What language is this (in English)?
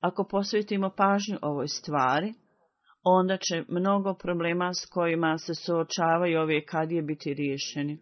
Bosnian